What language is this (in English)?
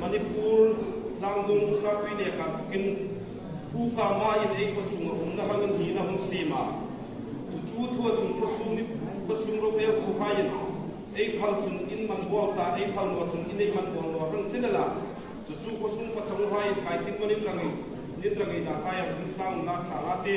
Hmar